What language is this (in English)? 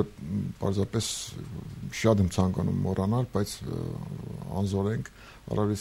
Armenian